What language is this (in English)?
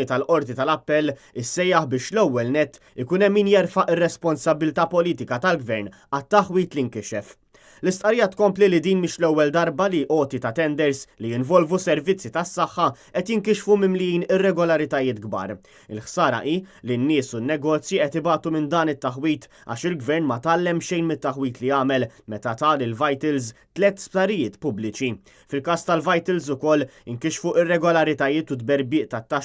Maltese